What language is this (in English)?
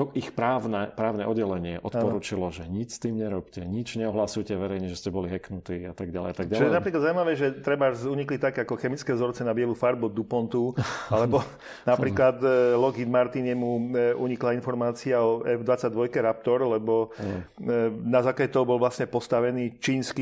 Slovak